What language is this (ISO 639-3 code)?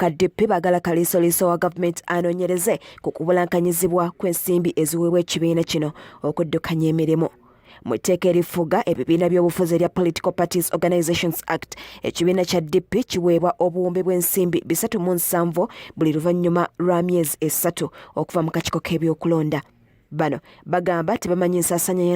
lug